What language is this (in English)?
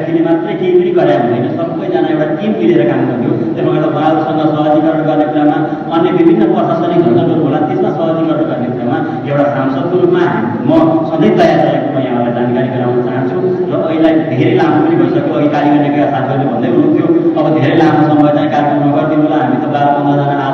Nepali